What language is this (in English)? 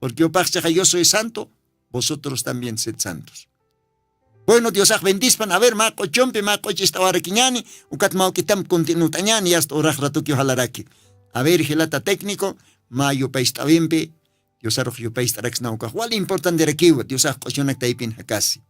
Aymara